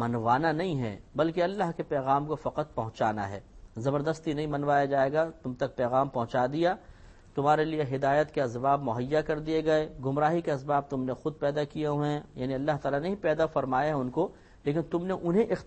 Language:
Urdu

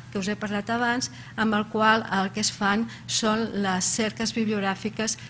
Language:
Catalan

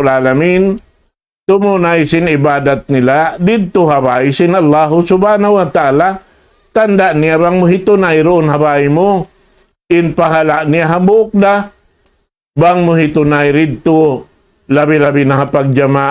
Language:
Tausug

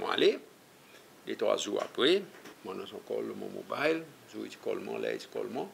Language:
Seselwa Creole French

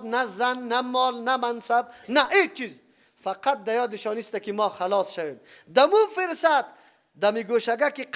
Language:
Persian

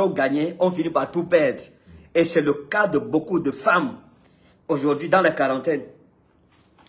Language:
French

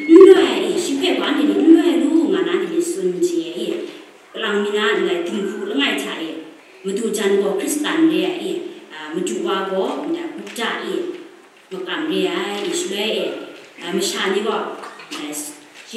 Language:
Kachin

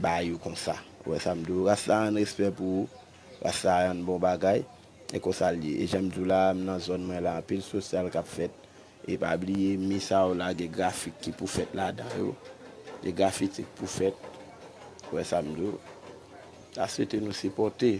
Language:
Haitian Creole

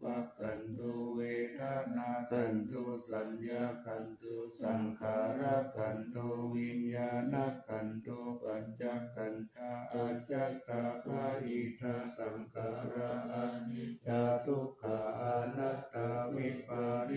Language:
Pali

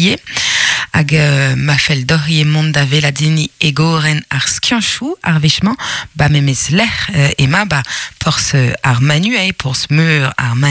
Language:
Breton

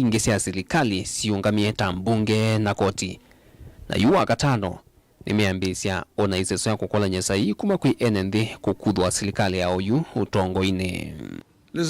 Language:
Kamba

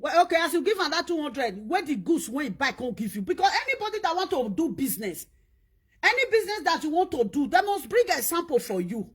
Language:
Nigerian Pidgin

